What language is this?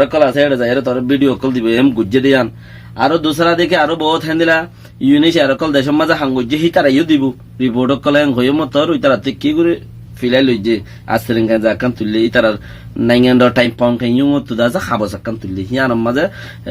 Rohingya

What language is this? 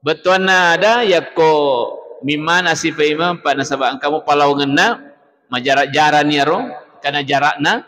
Buginese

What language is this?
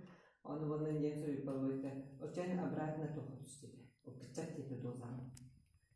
Yakut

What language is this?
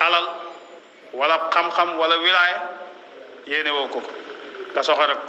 Wolof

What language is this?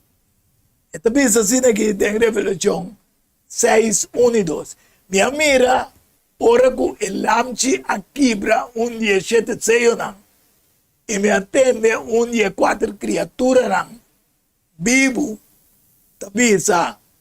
Papiamento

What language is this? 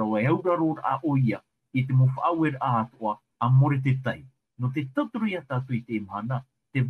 Tahitian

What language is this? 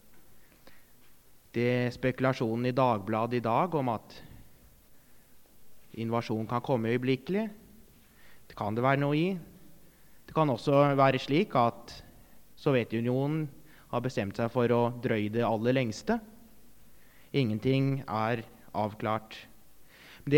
Norwegian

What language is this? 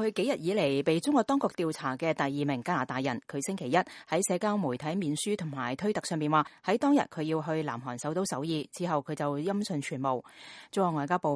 Cantonese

